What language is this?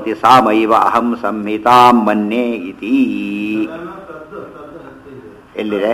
Kannada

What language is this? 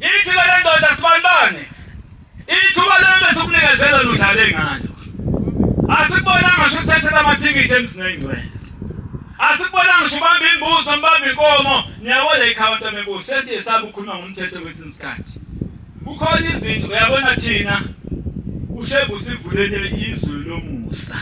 Zulu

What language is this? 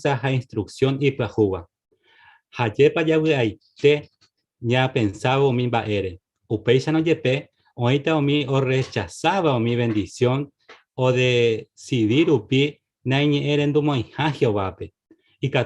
Guarani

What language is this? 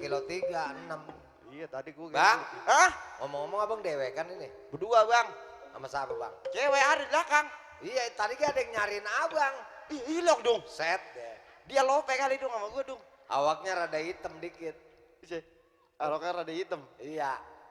Betawi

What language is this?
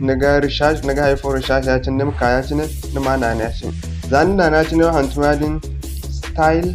Zarma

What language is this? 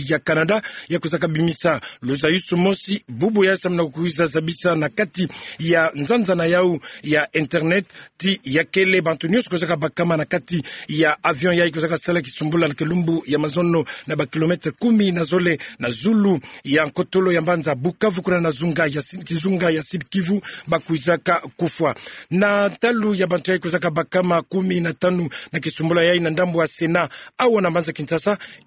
Kituba (Democratic Republic of Congo)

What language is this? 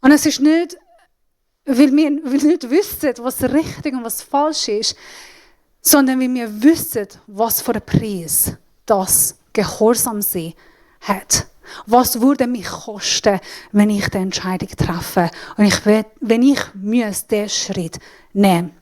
Swiss German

